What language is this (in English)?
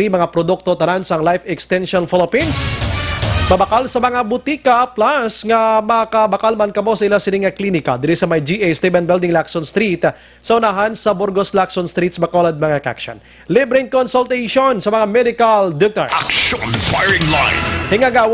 Hiligaynon